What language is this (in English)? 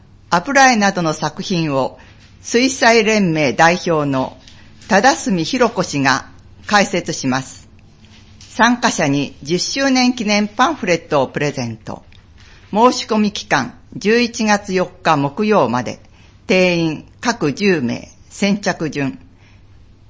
Japanese